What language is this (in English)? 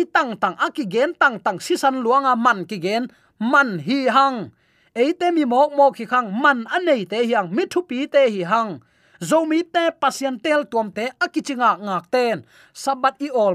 Tedim Chin